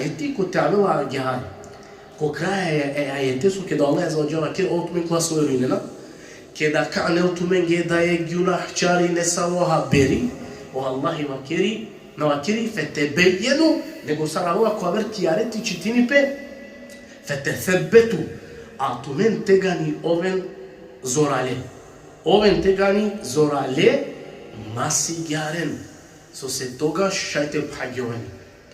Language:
Balkan Romani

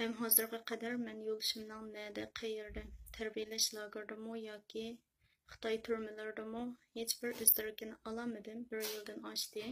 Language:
Uyghur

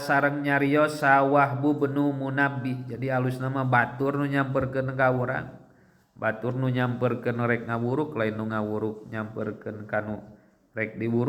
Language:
Sundanese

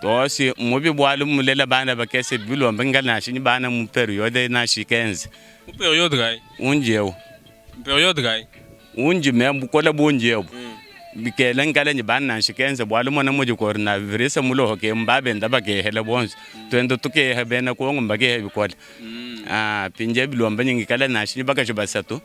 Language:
Luba-Lulua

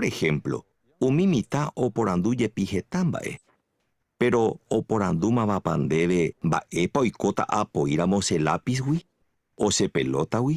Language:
Guarani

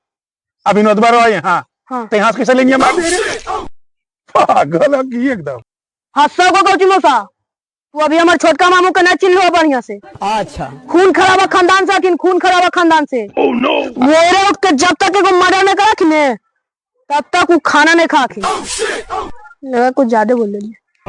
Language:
Magahi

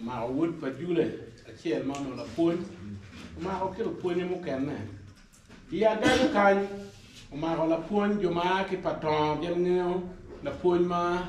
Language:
Acoli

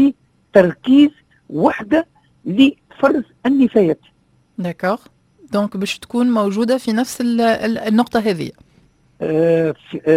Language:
Tunisian Arabic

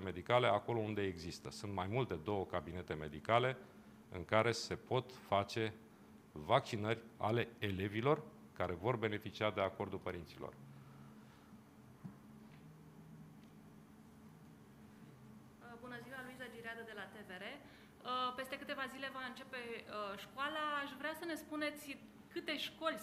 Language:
Romanian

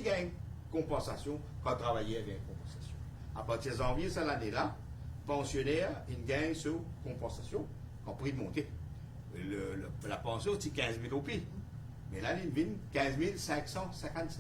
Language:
Morisyen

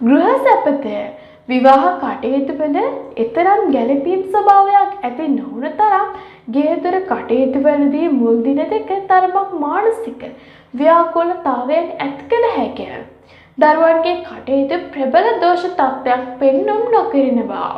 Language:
Sinhala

